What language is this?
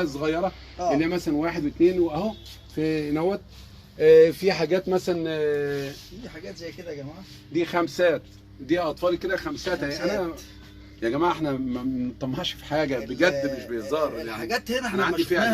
Egyptian Arabic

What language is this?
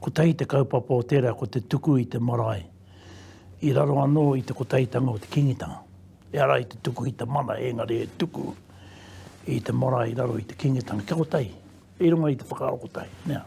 Māori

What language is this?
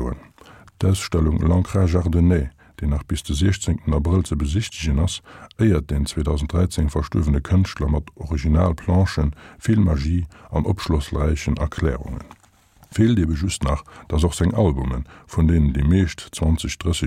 Luxembourgish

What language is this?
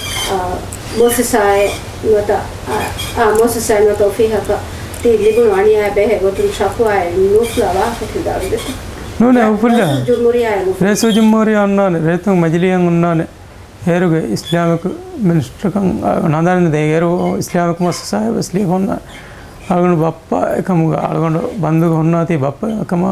Divehi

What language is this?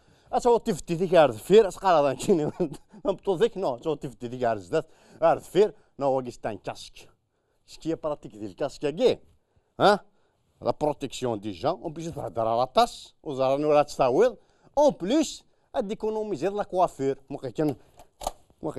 Kabyle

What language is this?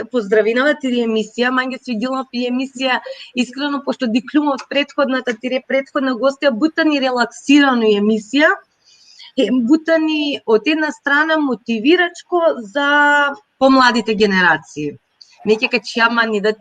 Balkan Romani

